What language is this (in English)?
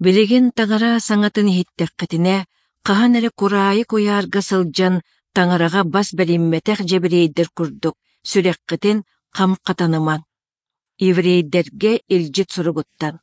Yakut